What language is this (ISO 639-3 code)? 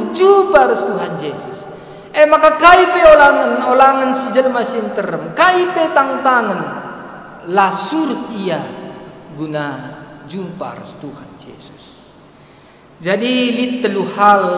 btx